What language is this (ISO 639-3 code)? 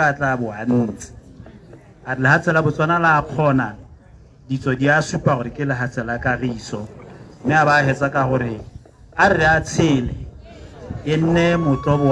tsn